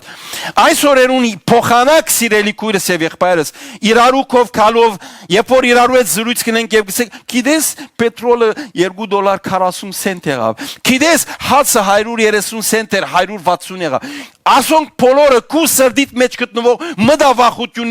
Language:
Western Armenian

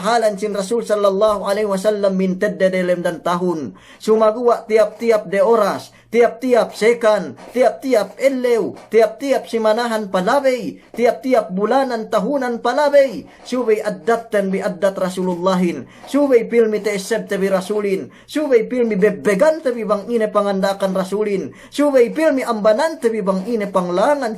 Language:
Yakan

